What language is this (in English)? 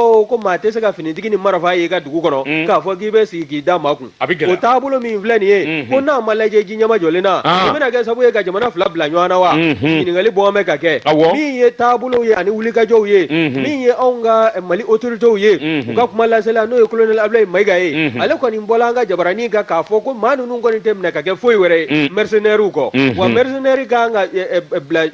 Bambara